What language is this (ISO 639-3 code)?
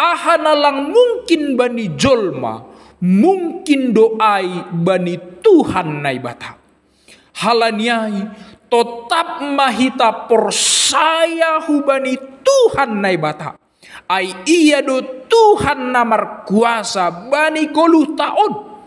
bts